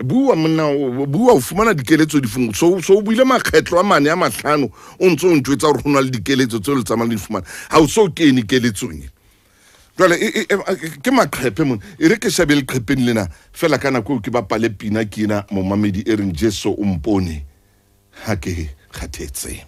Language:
Southern Sotho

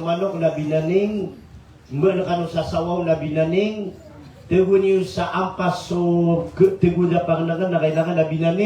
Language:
Maranao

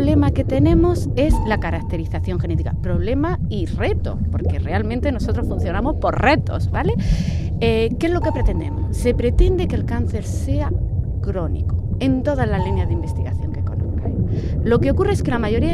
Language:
Spanish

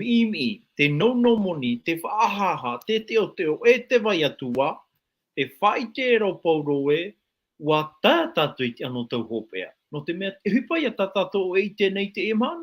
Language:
Tahitian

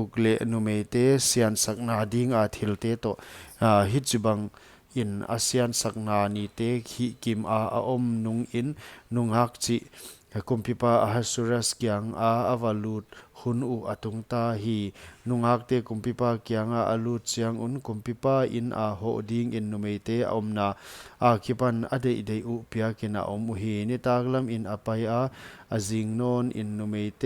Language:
Paite Chin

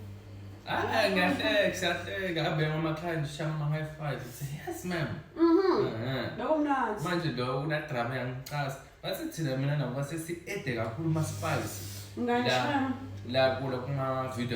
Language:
Zulu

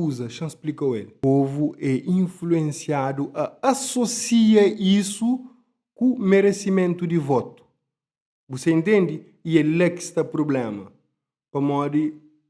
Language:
Kabuverdianu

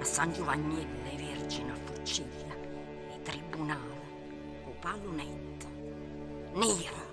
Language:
Neapolitan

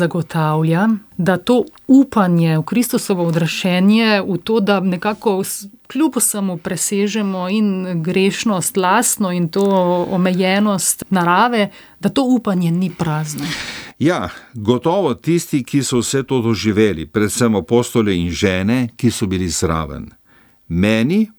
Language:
Slovenian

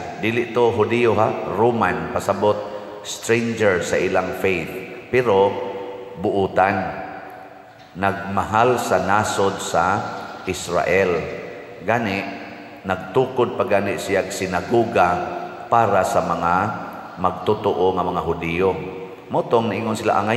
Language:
Cebuano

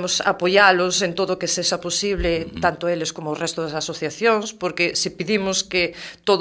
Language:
Galician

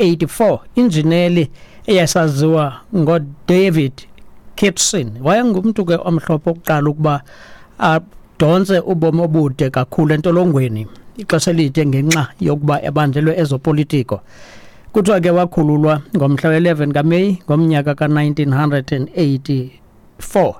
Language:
Xhosa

